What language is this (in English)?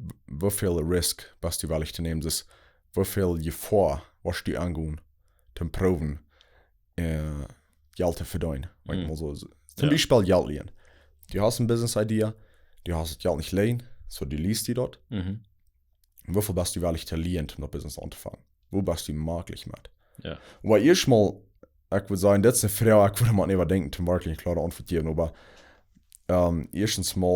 Plautdietsch